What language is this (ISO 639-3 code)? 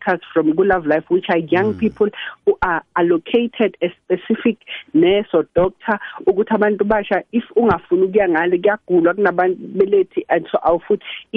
nbl